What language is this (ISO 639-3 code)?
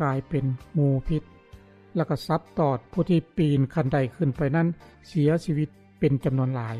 lao